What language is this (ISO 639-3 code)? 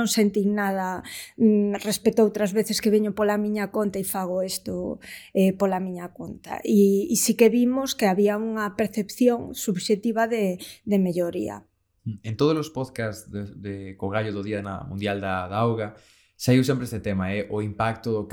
glg